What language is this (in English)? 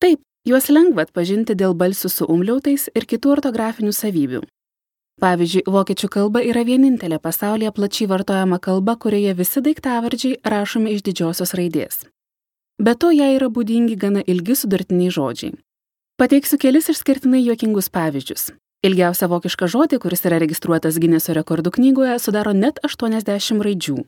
Lithuanian